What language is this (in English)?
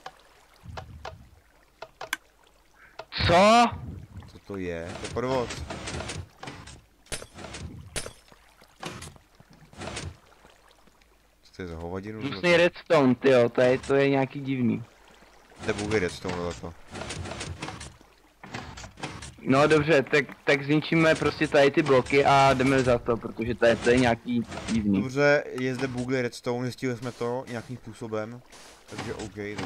Czech